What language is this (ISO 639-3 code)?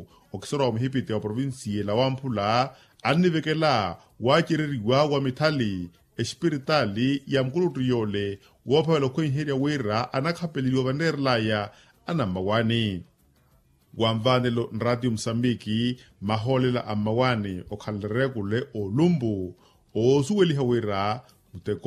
vmw